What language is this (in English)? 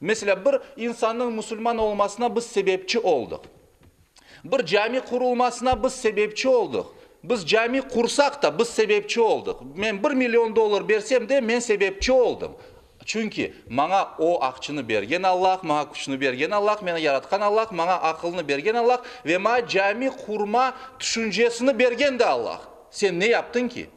Crimean Tatar